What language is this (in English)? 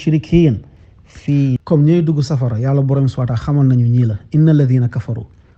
Wolof